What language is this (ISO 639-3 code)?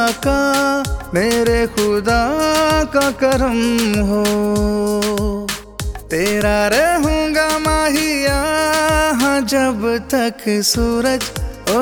hin